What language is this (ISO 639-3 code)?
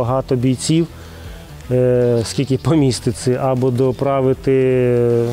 ukr